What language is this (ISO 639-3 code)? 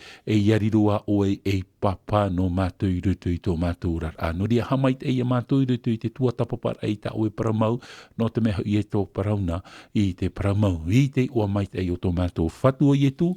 tah